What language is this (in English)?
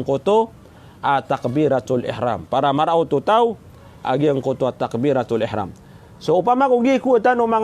Maranao